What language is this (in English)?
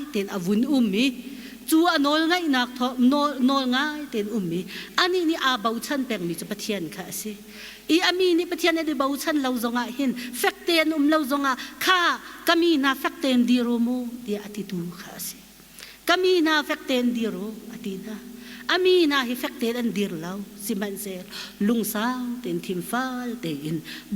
Hakha Chin